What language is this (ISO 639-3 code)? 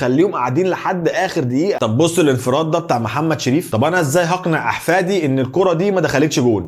arz